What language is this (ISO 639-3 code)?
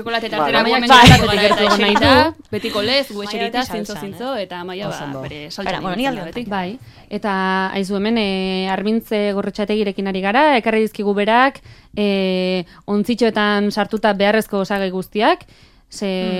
eus